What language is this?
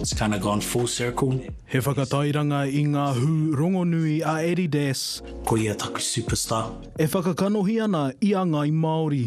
Māori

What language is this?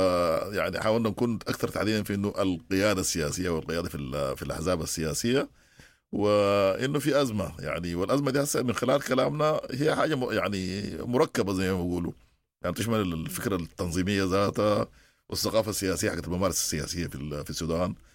Sudanese Arabic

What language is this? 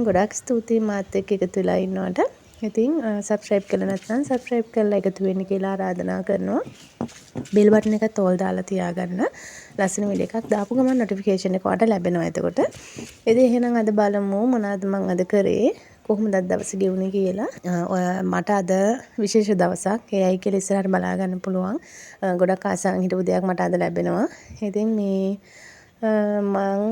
Sinhala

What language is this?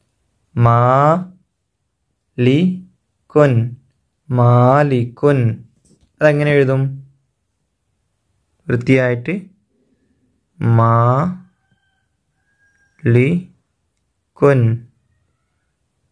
Malayalam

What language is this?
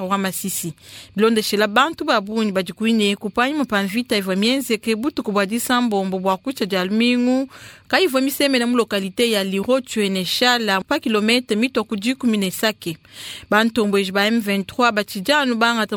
Luba-Lulua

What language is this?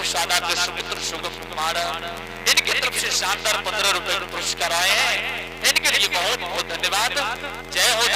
Angika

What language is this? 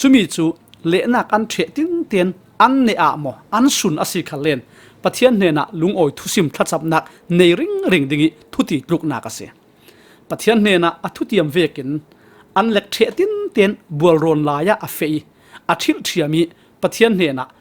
Falam Chin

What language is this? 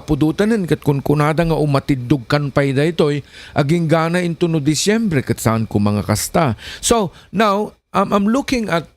Iloko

